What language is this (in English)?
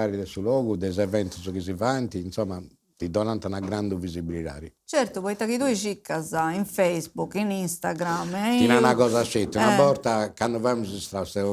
Sardinian